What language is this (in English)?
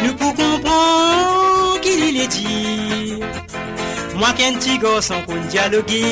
Morisyen